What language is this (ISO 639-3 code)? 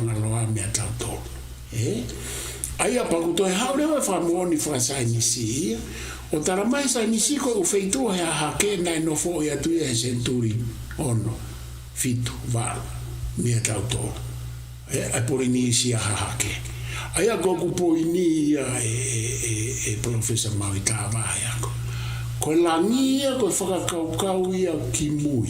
ton